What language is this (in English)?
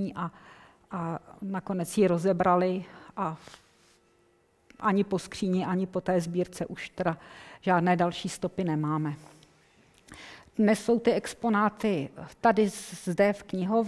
Czech